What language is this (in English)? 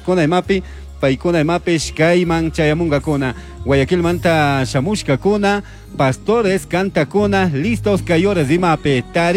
Chimborazo Highland Quichua